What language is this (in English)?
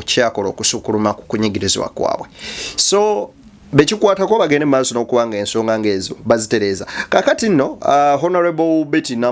Ganda